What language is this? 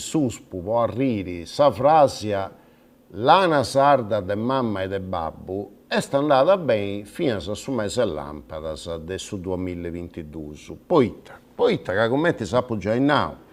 Sardinian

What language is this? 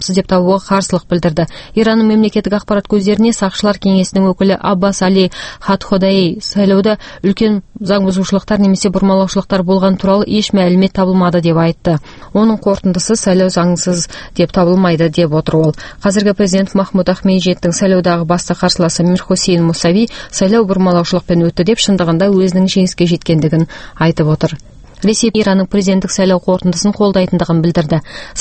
Kazakh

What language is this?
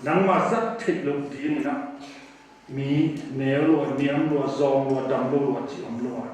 Tedim Chin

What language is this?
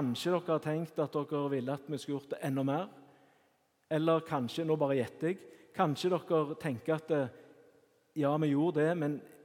Norwegian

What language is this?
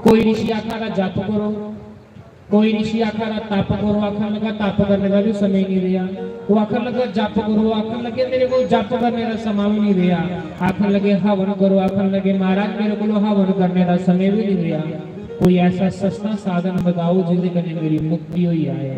Dogri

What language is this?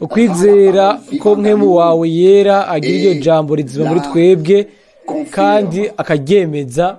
Rundi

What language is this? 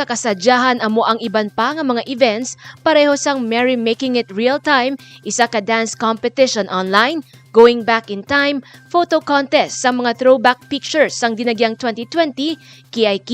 Hiligaynon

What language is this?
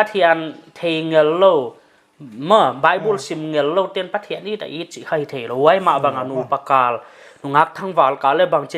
Paite Chin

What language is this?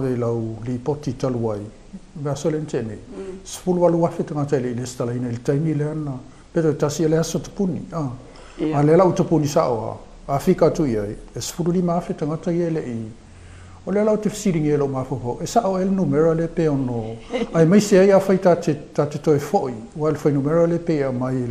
Samoan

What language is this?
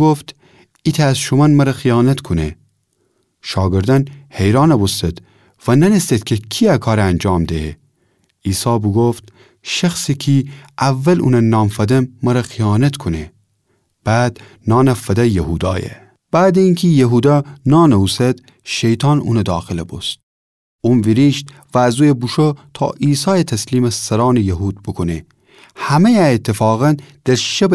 Gilaki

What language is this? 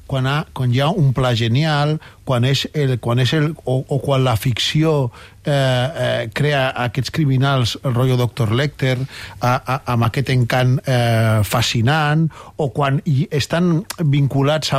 Catalan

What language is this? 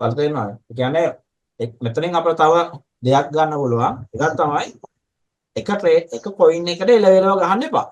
Sinhala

